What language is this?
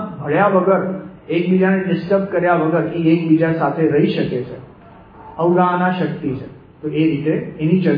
Gujarati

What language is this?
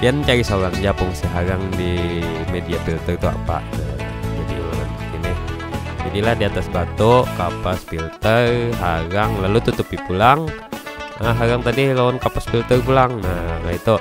Banjar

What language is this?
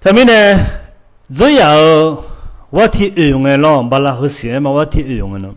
Akha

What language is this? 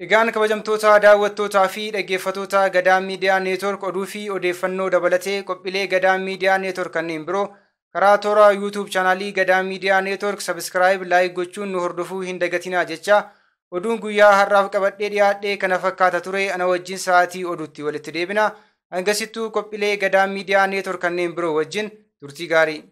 Oromo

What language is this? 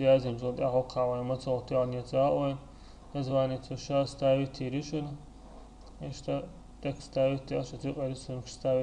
Chechen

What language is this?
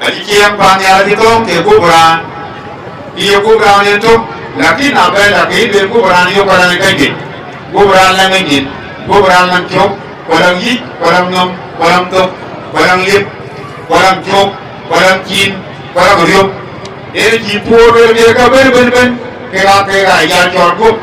Dinka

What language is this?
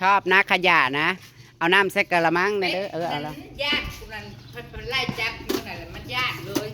Northeastern Thai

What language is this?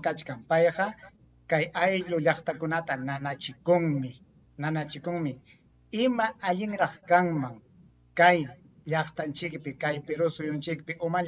Ayacucho Quechua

